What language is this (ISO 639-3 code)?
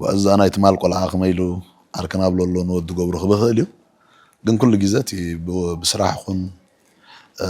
tir